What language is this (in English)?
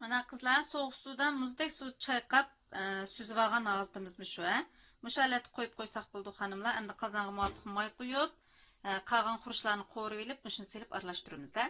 Uyghur